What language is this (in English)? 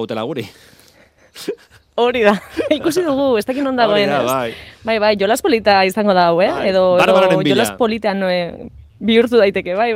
Basque